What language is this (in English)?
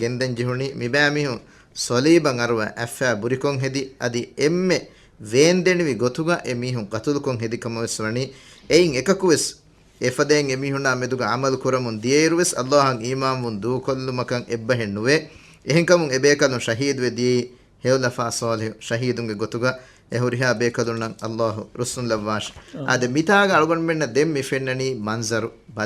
Divehi